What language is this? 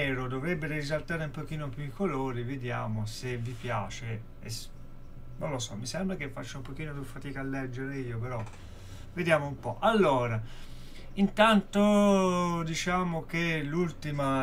Italian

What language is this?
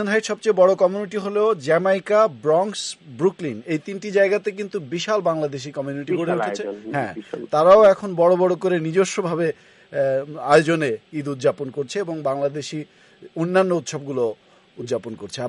Bangla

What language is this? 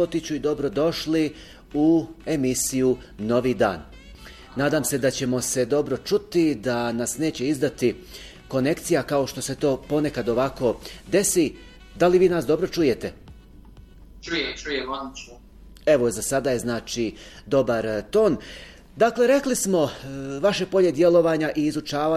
Bosnian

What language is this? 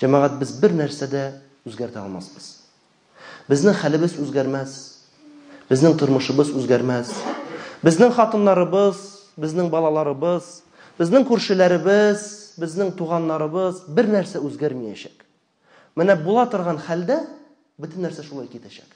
Tatar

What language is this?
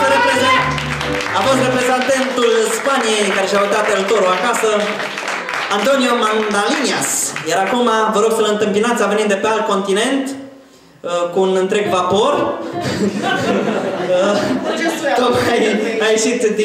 Romanian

